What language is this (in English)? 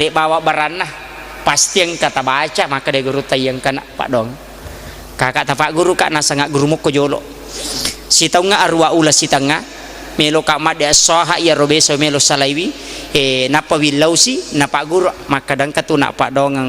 Buginese